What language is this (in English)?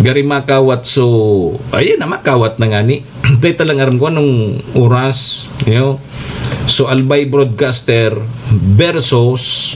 Bikol